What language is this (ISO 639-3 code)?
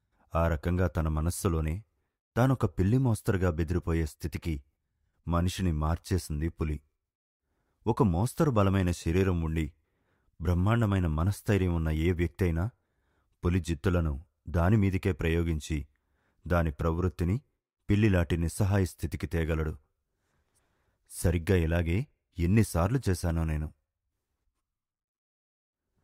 tel